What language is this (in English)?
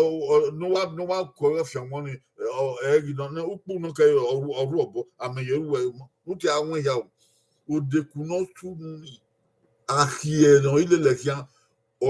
Bini